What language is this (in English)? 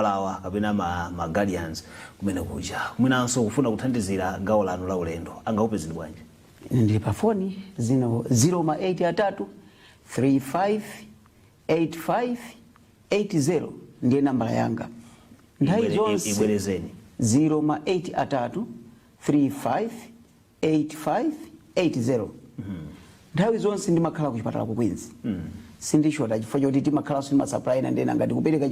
Nyanja